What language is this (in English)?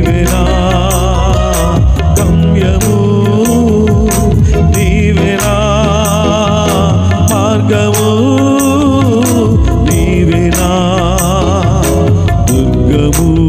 Telugu